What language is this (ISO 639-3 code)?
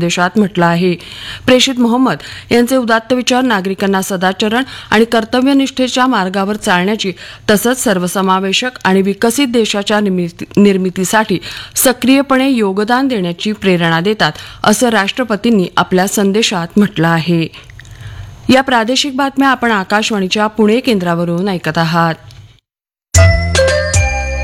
mar